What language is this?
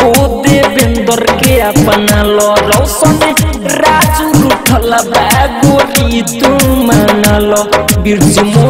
Bhojpuri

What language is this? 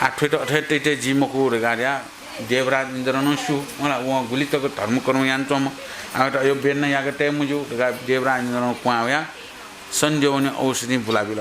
Newari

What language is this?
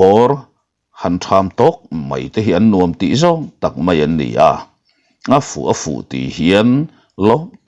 Mizo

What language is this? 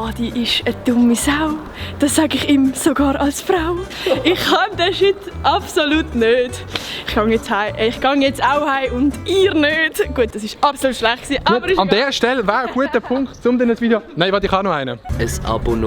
Swiss German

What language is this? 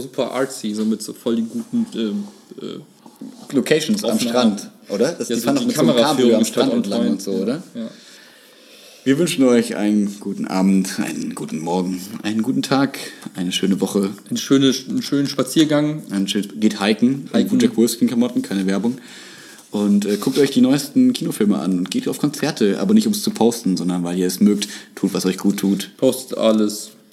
German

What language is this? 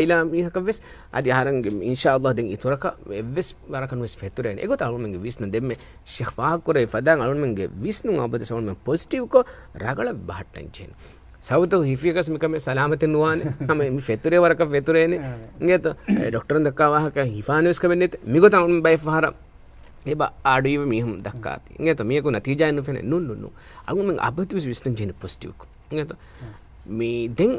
Divehi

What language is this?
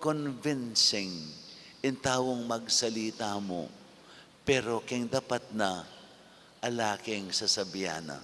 Pampanga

